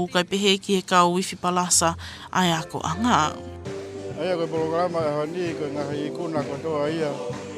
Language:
Tongan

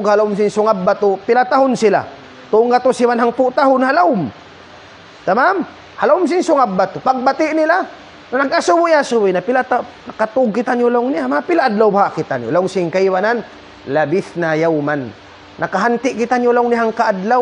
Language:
Tausug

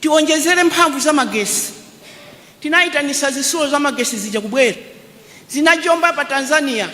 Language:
Nyanja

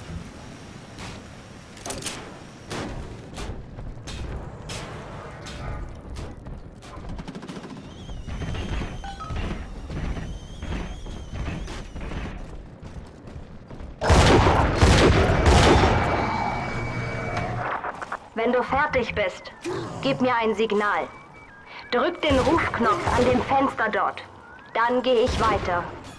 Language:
German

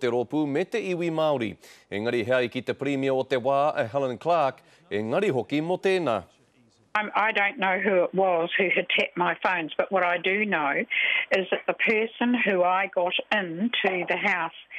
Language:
Māori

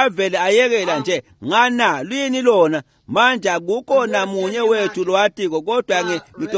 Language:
Swati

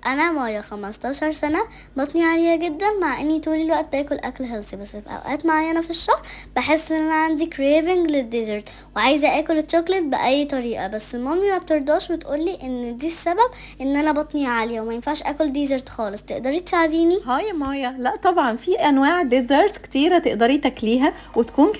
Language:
Egyptian Arabic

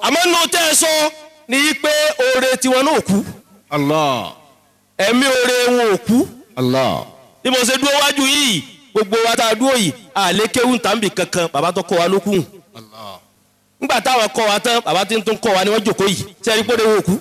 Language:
Yoruba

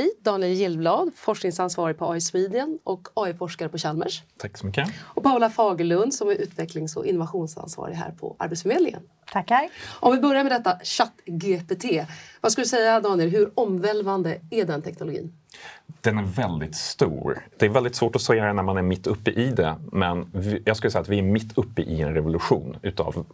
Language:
Swedish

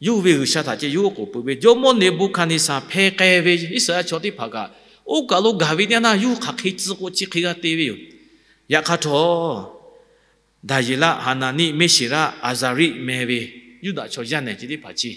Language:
Lahu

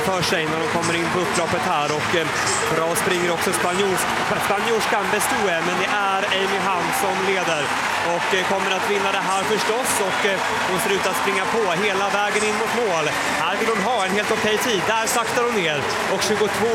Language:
Swedish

